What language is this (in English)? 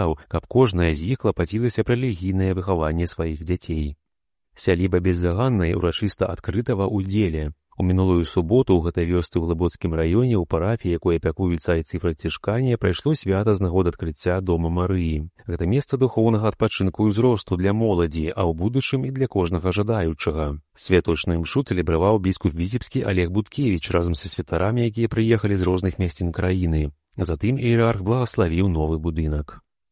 Belarusian